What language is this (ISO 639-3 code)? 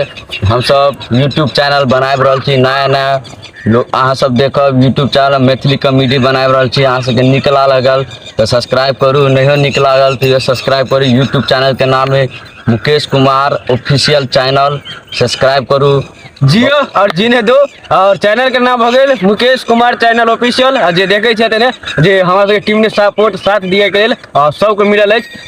mai